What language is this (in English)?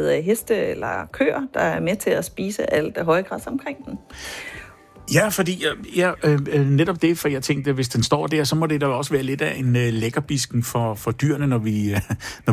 Danish